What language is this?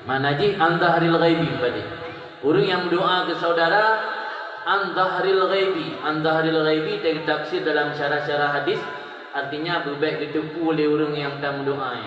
Achinese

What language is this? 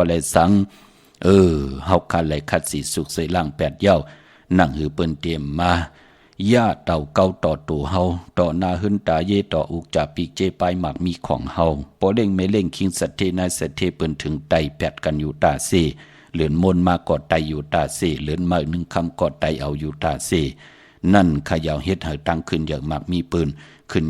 Shan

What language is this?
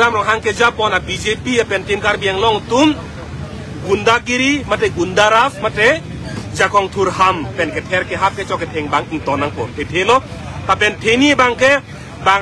Karbi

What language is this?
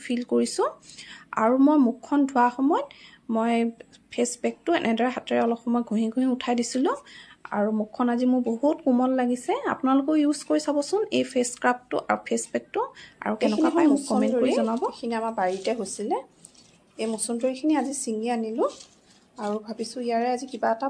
Assamese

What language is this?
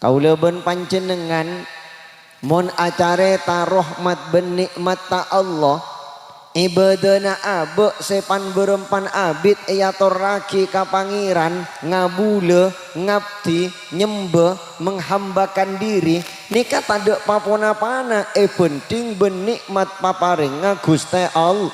Madurese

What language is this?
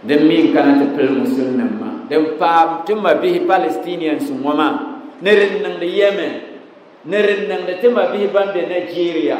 Dagbani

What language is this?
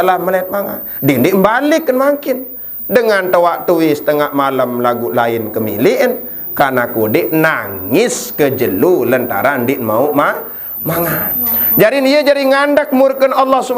Sasak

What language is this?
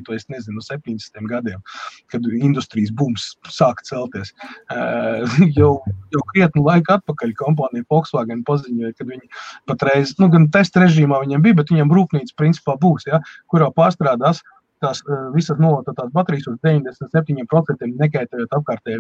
Latvian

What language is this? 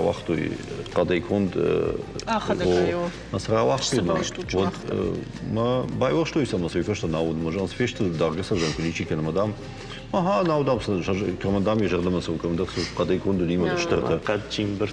Ossetic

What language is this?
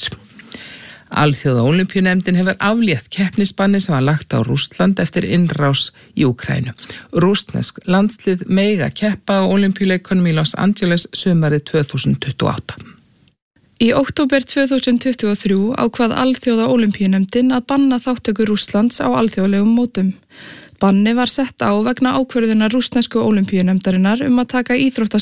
Icelandic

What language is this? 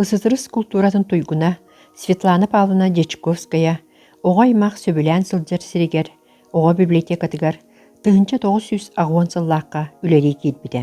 Yakut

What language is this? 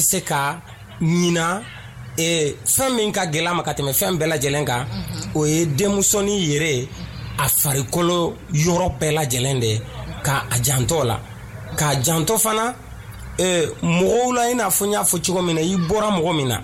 Dyula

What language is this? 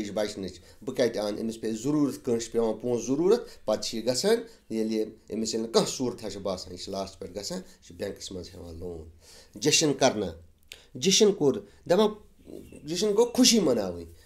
Kashmiri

